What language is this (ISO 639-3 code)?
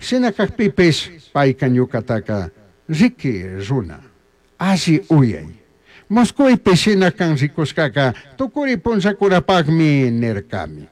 qug